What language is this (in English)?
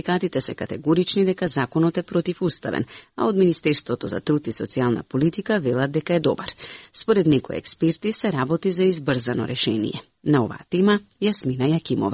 Macedonian